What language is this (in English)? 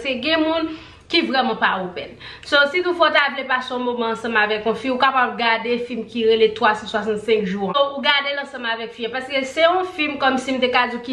Haitian Creole